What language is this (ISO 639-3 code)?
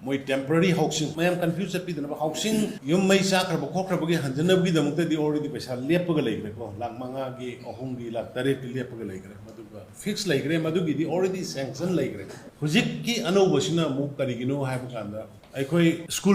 mni